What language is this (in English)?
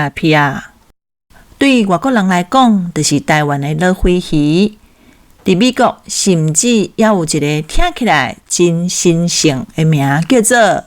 Min Nan Chinese